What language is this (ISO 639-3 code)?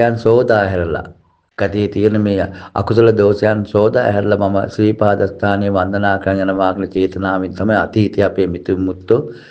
sin